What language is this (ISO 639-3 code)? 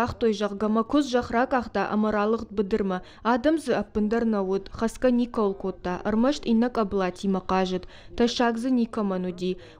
oss